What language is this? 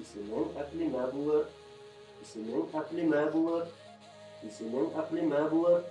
Bashkir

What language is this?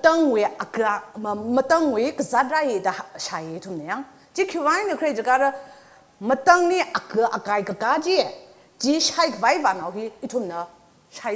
Tangkhul Naga (India)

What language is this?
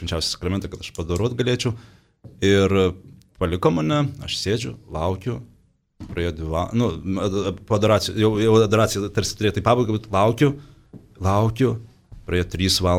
Lithuanian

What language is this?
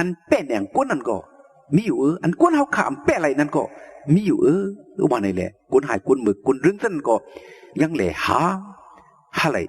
Shan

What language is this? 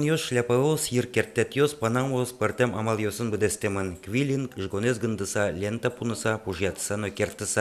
Udmurt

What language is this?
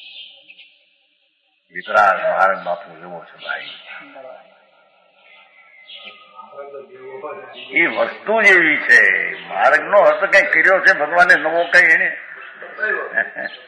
Gujarati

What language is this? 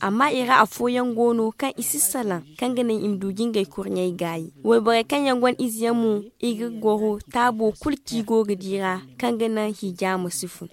Zarma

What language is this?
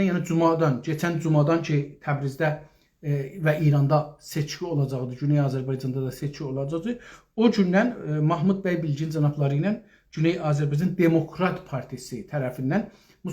South Azerbaijani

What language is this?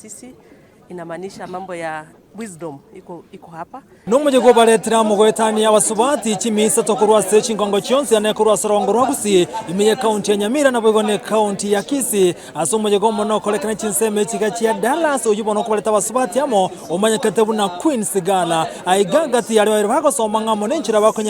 Gusii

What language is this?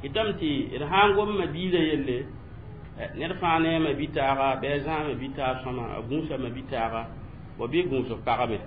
Mossi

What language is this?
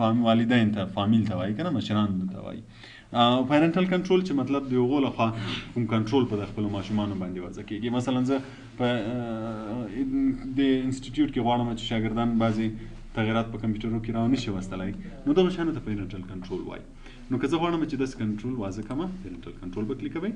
Pashto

